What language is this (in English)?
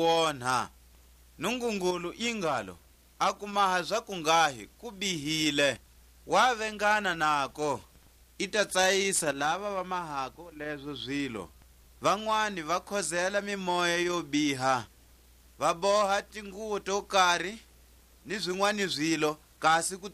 Tswa